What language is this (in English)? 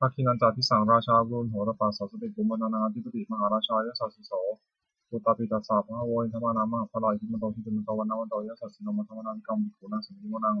Pali